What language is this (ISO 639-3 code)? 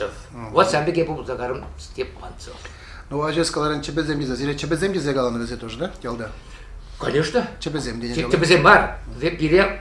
chv